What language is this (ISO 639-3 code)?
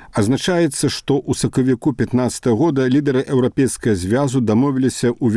bel